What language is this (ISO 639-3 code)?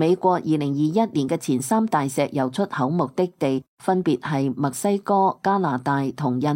yue